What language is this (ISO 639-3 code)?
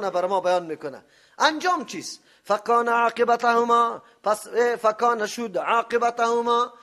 fas